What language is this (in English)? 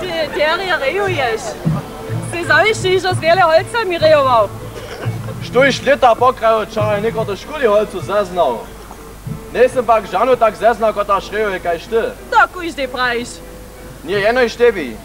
Upper Sorbian